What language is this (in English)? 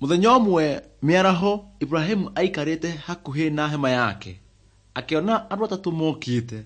Kikuyu